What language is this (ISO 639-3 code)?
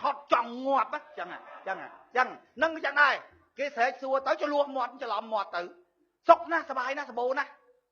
khm